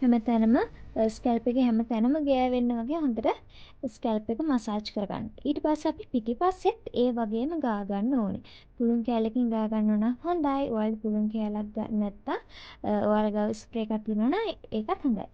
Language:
Sinhala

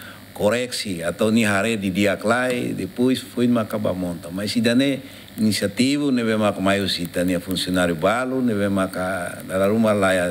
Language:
Tetum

